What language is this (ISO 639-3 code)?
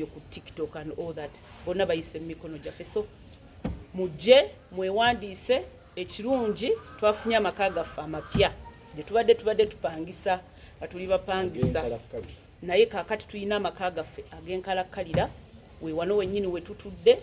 lug